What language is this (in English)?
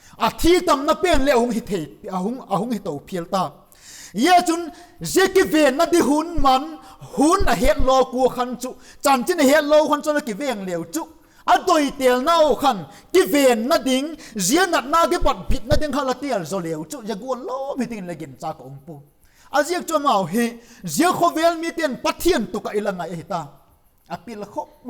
Vaiphei